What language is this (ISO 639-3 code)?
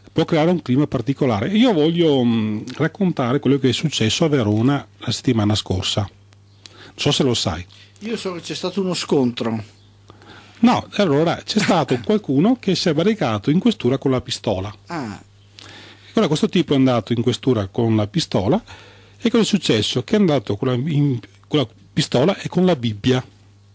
ita